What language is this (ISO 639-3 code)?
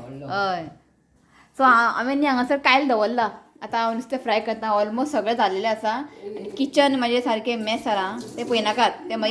kok